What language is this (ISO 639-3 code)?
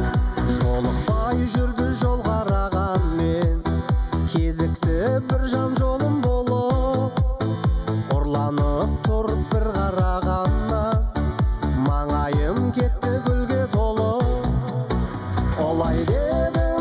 kaz